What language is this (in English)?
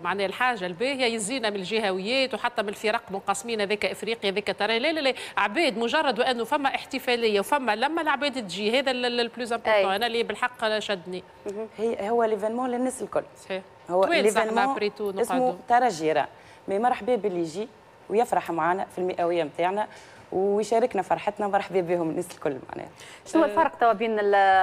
Tunisian Arabic